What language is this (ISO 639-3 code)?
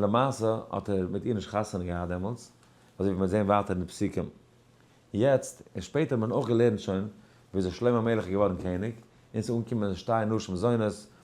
yid